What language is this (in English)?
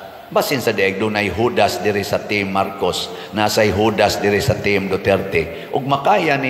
Cebuano